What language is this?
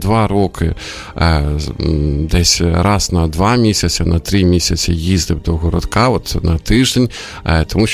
Ukrainian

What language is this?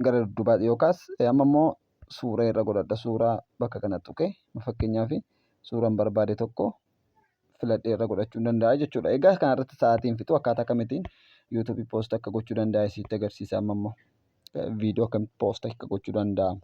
Oromo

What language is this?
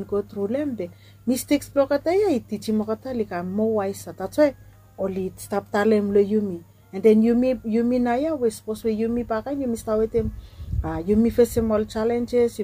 Bislama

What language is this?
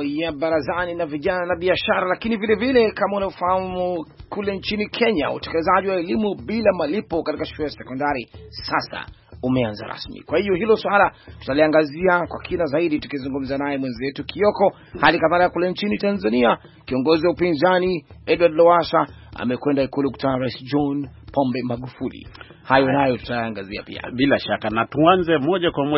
Swahili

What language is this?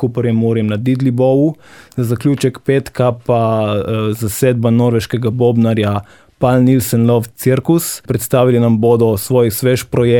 Slovenian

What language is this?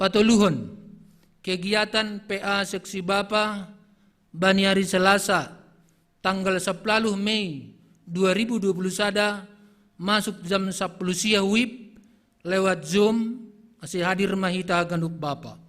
Batak Simalungun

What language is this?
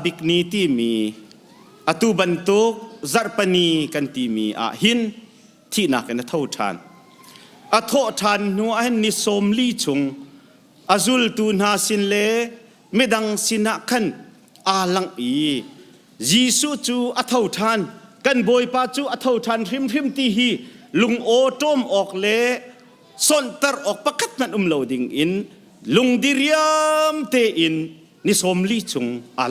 Hakha Chin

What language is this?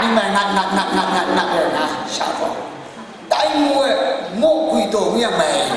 Kachin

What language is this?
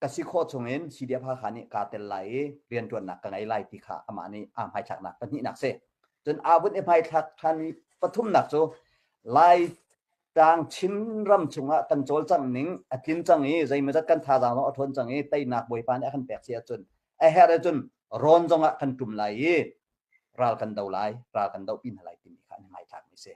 Hakha Chin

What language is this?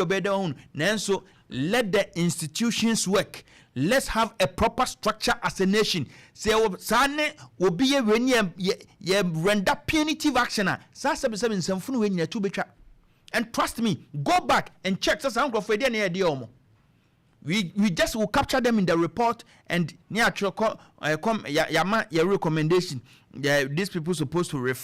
Akan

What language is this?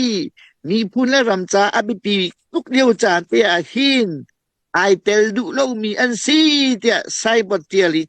Hakha Chin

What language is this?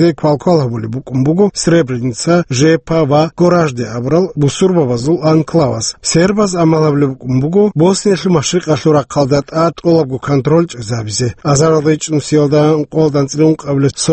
Avaric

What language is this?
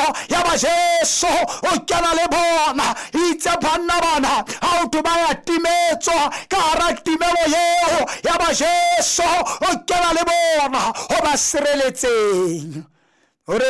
Southern Sotho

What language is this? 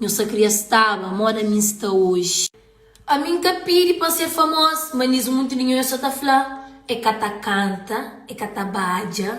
Kabuverdianu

